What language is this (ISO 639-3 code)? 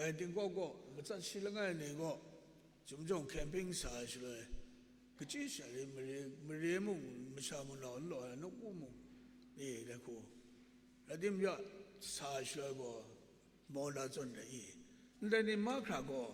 kac